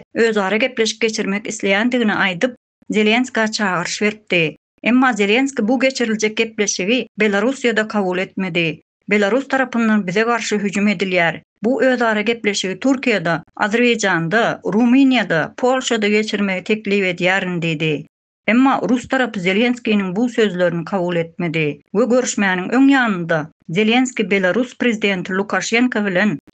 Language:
Turkmen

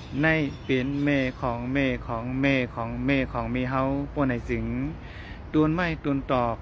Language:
Shan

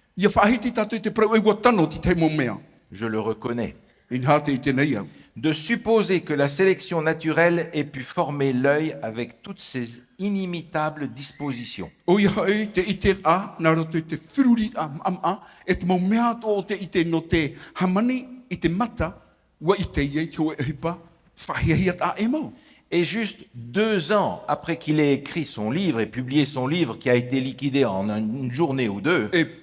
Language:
Tahitian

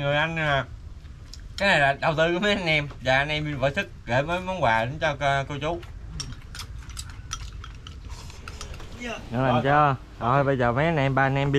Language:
Vietnamese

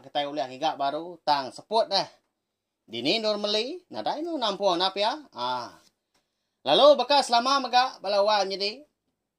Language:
Iban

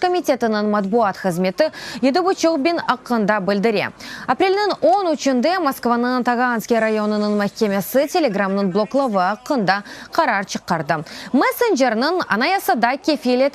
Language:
Crimean Tatar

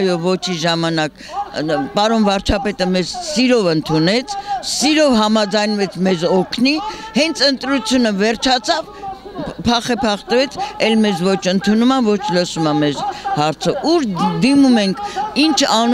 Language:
Armenian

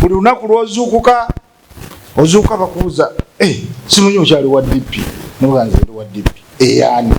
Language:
Ganda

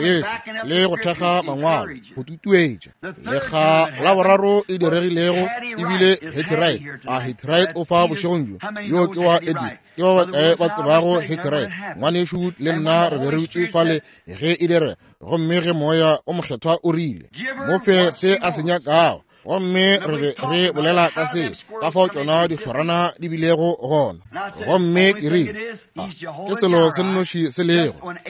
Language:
Northern Sotho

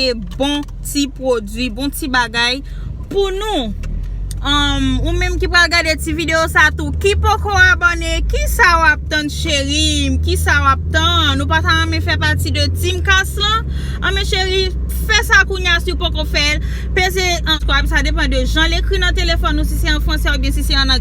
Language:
Haitian Creole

